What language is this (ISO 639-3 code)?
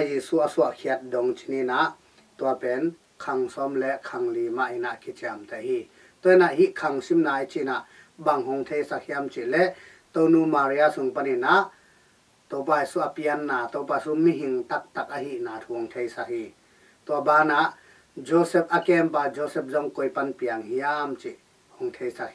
ctd